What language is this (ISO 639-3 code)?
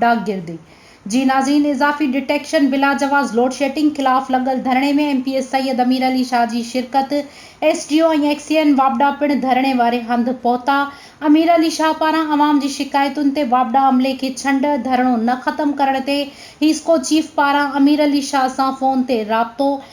snd